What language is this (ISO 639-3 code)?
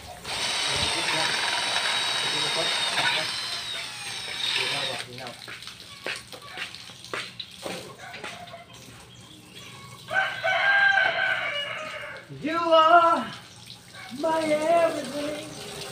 fil